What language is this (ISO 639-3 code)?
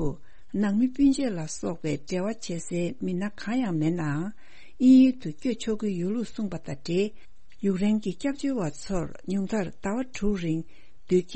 bod